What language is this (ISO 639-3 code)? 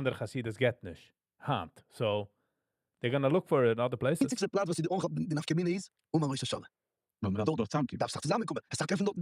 yid